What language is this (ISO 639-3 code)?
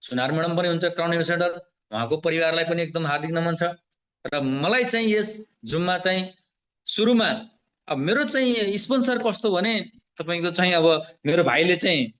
nep